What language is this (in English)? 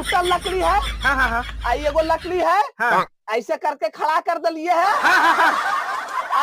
Magahi